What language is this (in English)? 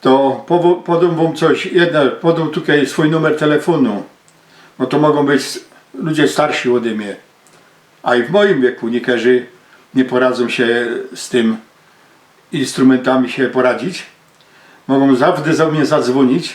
Silesian